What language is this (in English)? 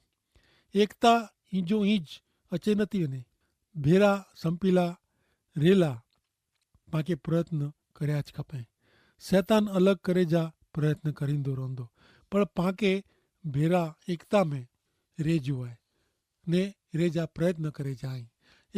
Kachhi